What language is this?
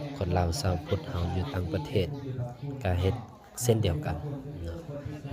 Lao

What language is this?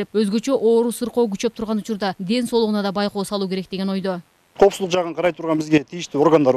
Kyrgyz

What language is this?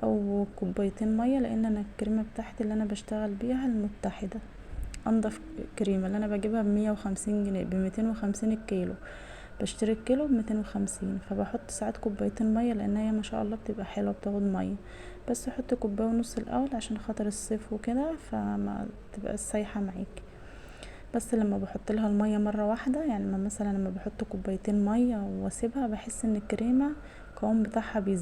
Egyptian Arabic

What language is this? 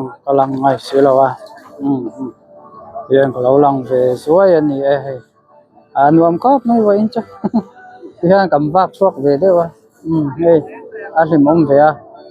Mizo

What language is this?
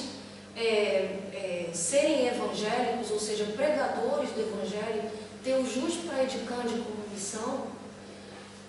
Portuguese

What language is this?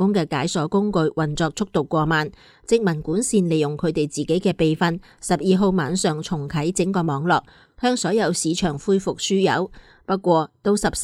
Cantonese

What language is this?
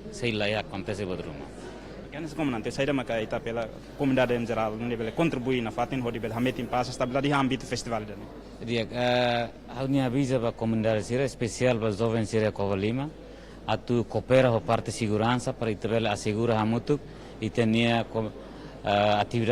Tetum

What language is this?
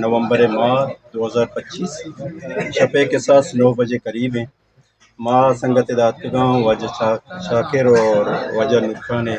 Eastern Balochi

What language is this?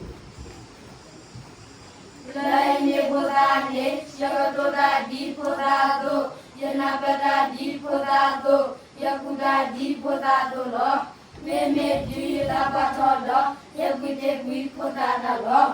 S'gaw Karen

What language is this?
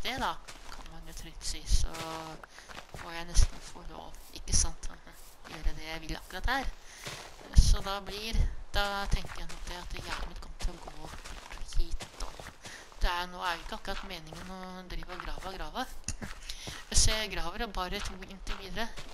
Norwegian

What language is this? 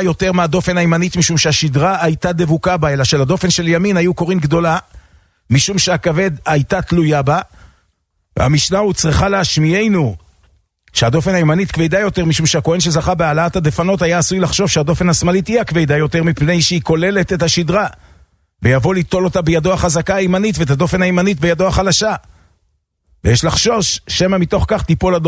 Hebrew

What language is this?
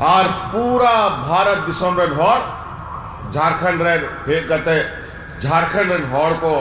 Santali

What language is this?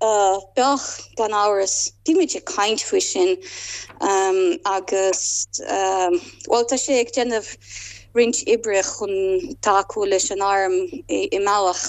Irish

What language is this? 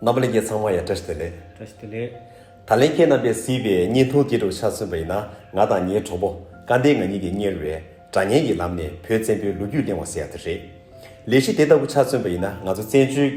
Tibetan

